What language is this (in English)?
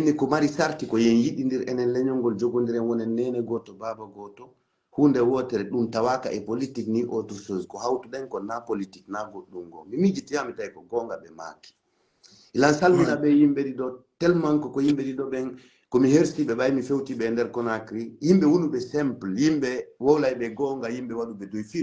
Fula